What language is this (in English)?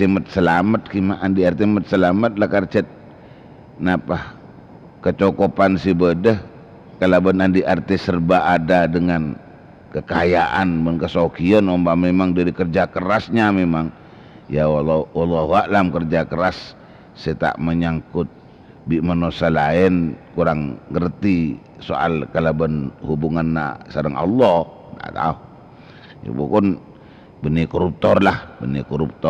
Madurese